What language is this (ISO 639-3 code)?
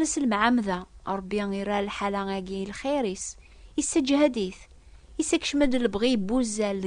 kab